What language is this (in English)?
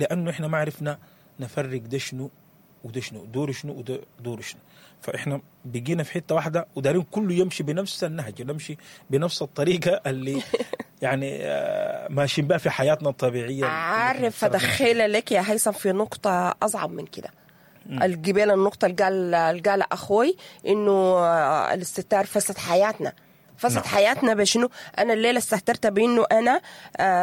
Sudanese Arabic